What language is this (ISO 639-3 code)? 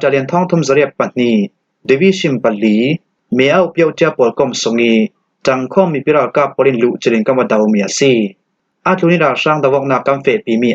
cfm